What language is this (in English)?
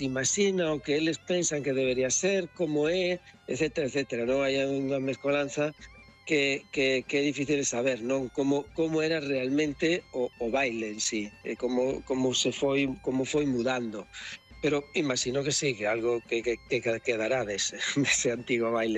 Galician